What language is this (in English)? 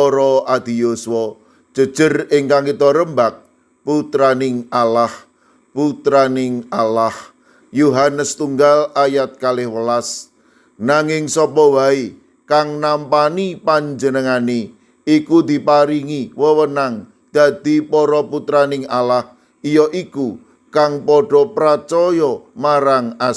Javanese